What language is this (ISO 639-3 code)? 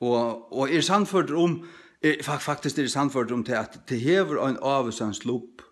fao